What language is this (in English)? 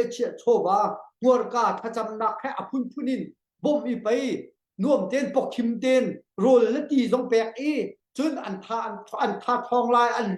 Hakha Chin